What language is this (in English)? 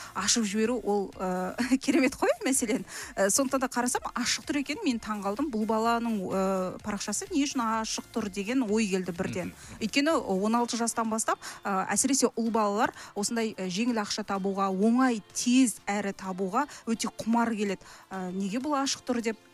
Kazakh